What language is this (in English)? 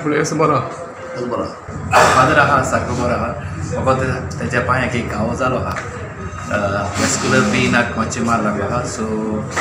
Konkani